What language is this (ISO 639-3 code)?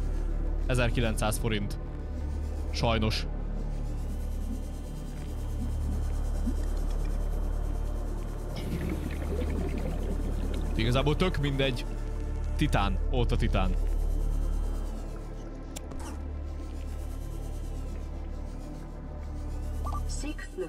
hun